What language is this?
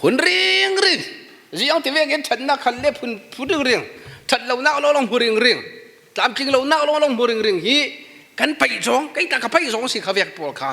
Falam Chin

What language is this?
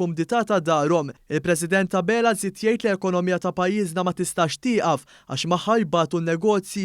Maltese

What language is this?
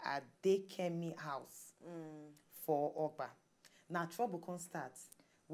Nigerian Pidgin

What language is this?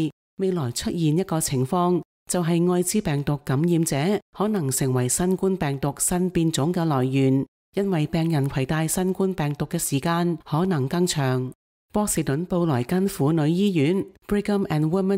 Cantonese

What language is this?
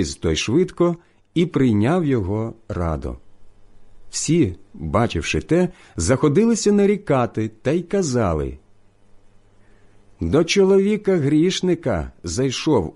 Ukrainian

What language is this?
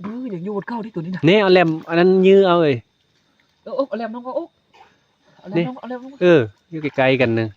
Northeastern Thai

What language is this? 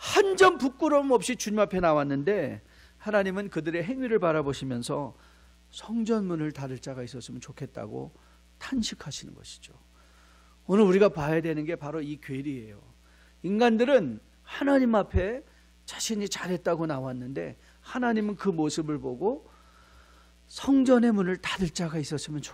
Korean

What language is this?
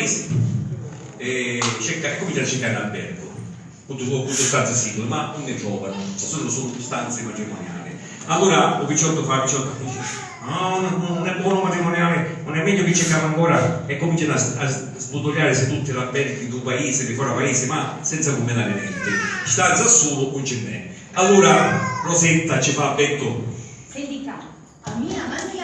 Sicilian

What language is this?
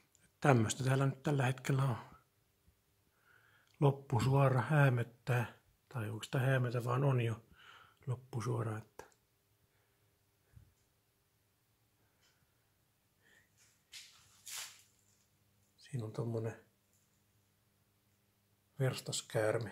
Finnish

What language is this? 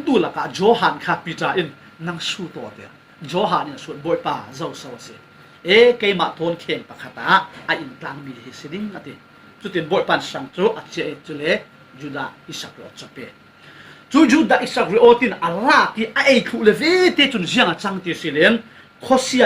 Falam Chin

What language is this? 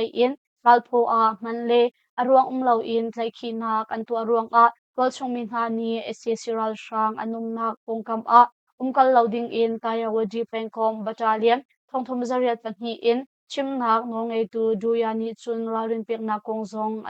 Hakha Chin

